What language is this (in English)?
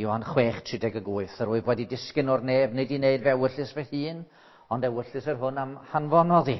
Welsh